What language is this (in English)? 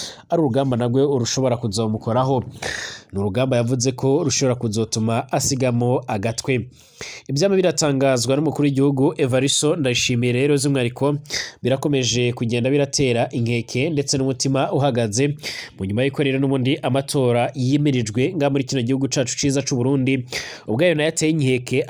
Rundi